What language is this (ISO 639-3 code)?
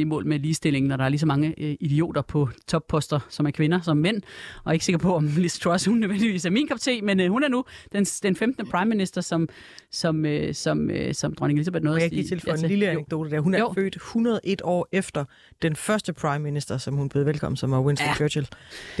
dan